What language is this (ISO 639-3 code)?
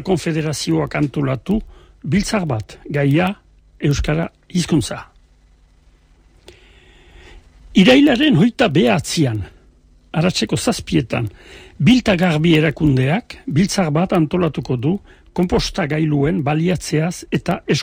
eus